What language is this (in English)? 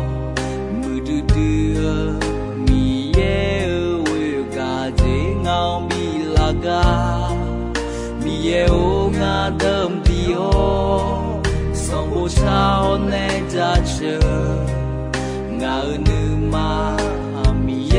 Akha